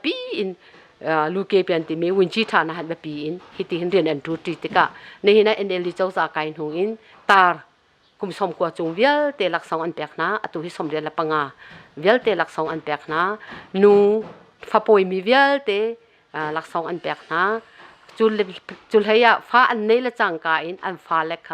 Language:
Hakha Chin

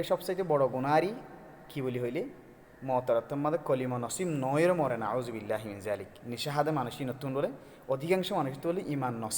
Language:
Rohingya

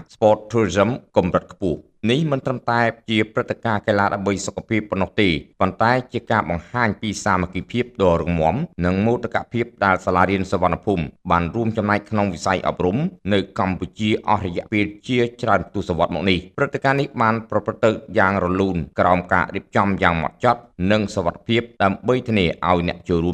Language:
Khmer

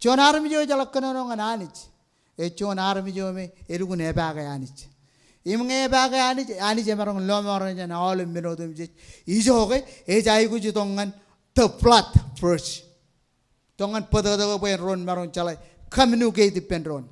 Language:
Marshallese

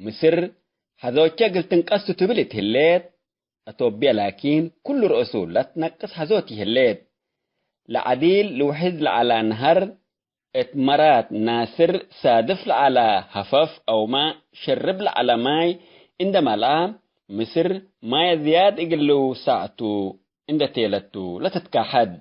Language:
Tigre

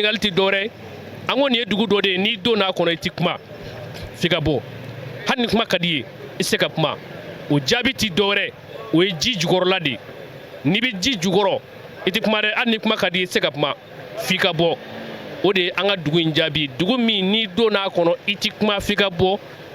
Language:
Bambara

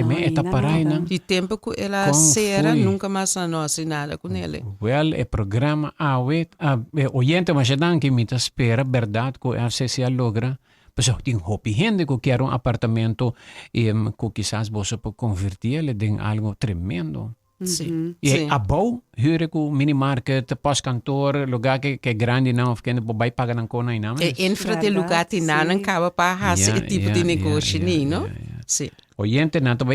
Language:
Papiamento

